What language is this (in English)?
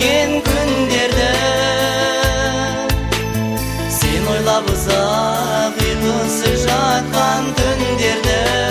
Kazakh